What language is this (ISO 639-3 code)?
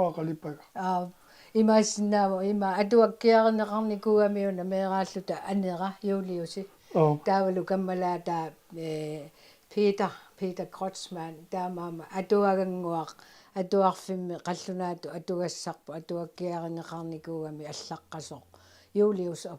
kal